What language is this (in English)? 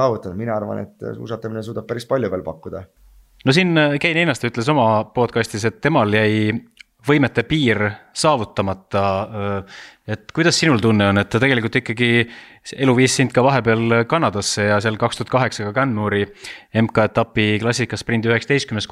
Estonian